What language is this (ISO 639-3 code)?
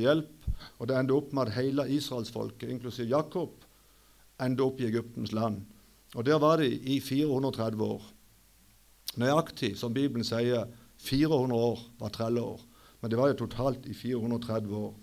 nor